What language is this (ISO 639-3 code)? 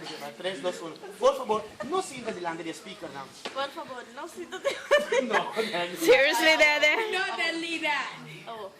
pap